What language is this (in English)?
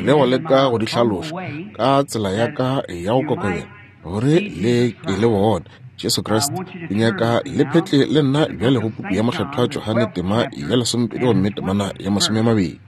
Northern Sotho